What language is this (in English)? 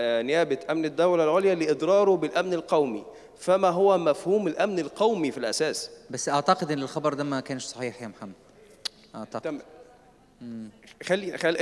Egyptian Arabic